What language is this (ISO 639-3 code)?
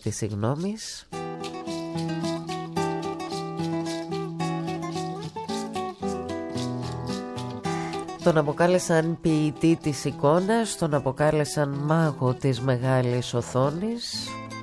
ell